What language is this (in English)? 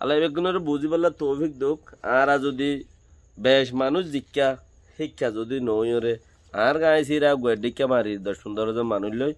Rohingya